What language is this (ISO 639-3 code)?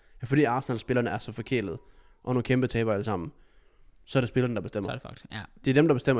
dan